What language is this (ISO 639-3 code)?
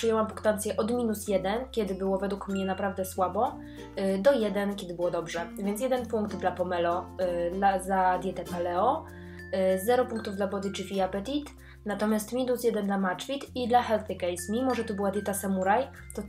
pol